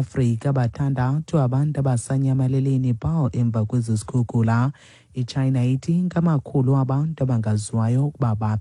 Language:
Xhosa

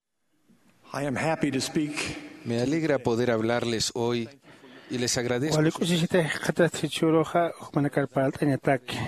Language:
Aymara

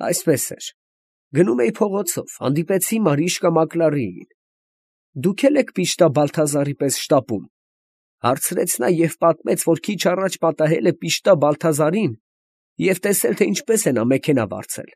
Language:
Armenian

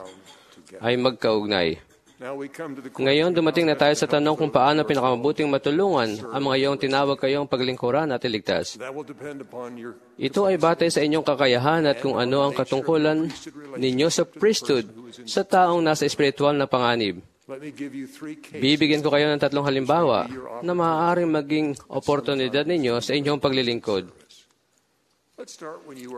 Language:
Filipino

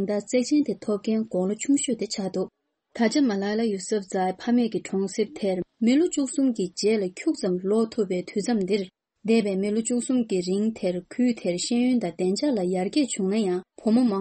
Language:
Tibetan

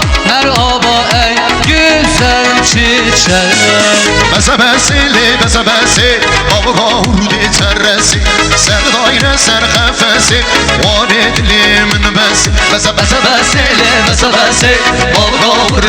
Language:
Kurdish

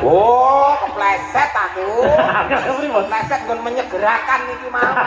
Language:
Javanese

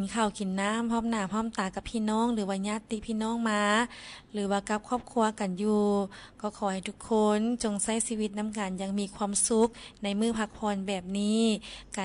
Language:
Lao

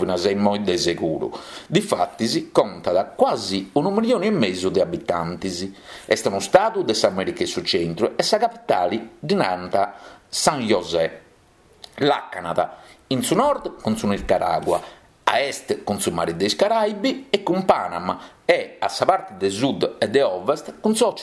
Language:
Sardinian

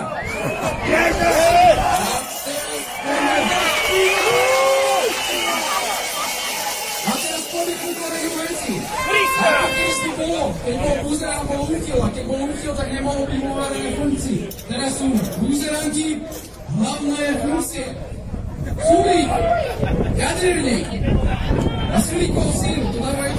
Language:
Slovak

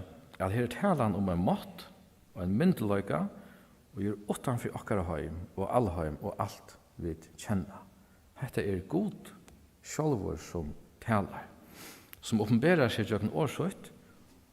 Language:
Faroese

